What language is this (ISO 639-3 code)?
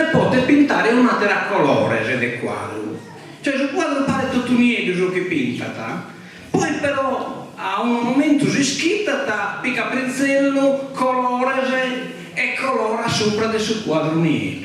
srd